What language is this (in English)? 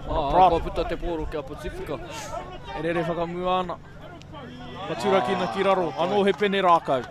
Māori